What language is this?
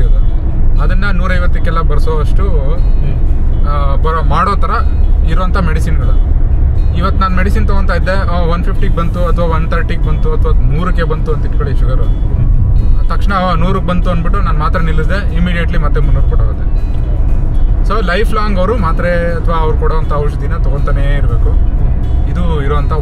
Kannada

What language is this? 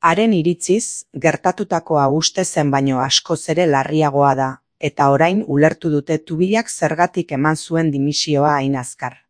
Basque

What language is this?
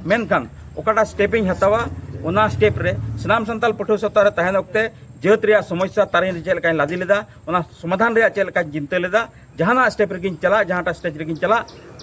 Santali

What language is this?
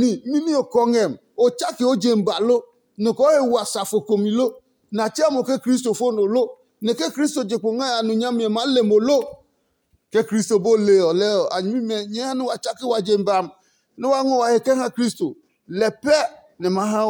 Adangme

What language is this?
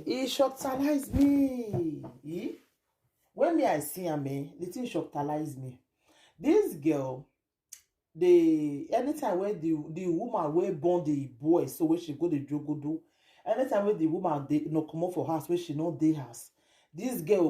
Nigerian Pidgin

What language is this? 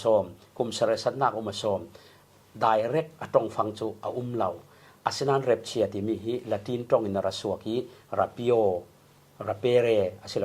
Falam Chin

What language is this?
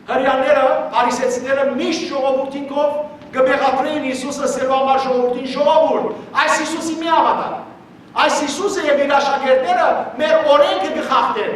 Western Armenian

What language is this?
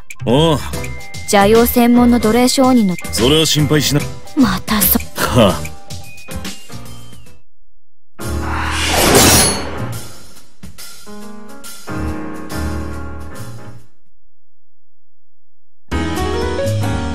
Japanese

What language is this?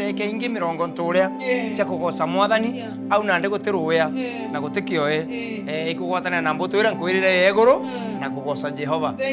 Meru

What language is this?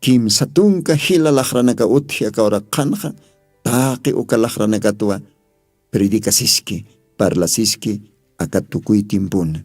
Aymara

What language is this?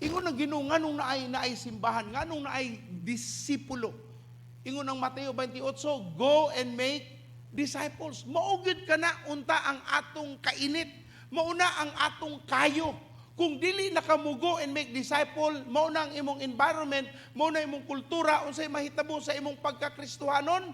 Cebuano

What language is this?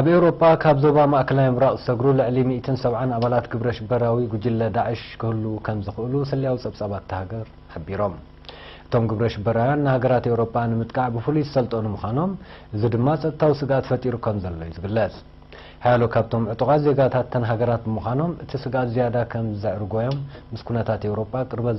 Tigrinya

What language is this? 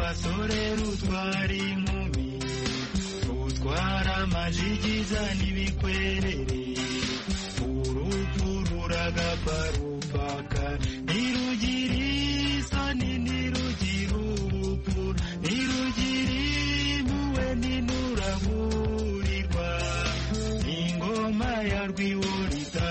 Kinyarwanda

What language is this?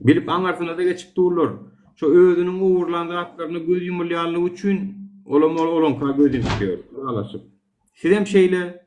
Turkmen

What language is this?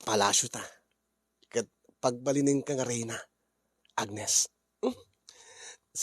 Iloko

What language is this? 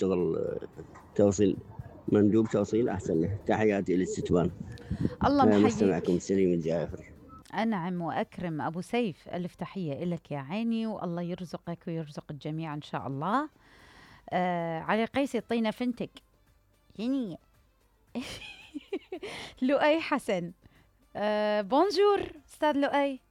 Mesopotamian Arabic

